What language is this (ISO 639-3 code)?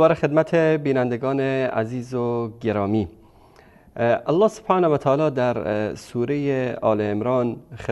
fas